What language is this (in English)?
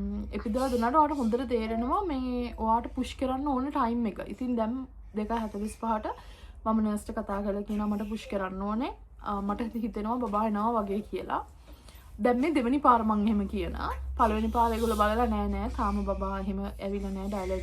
Sinhala